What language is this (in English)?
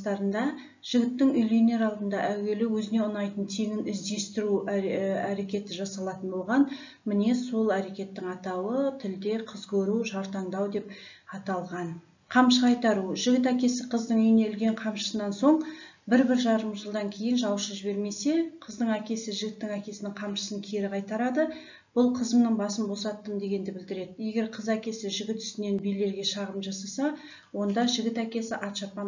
Kazakh